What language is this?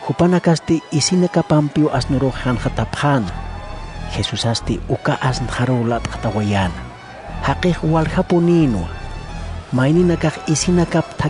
Aymara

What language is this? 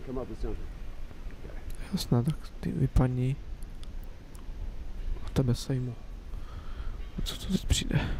Czech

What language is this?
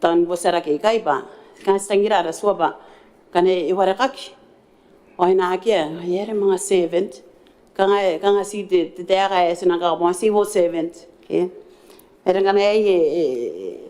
Gilbertese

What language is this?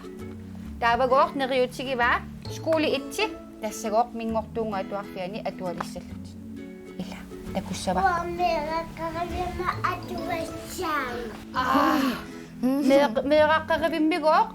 Kalaallisut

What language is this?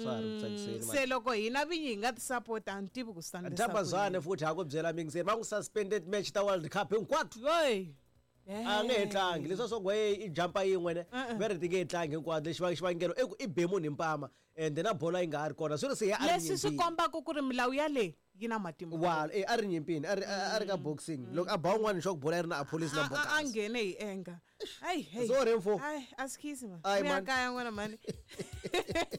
Tsonga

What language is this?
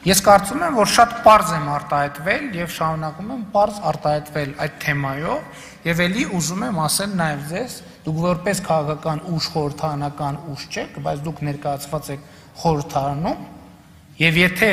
Armenian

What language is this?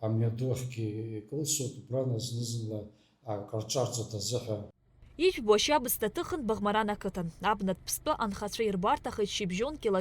Abkhazian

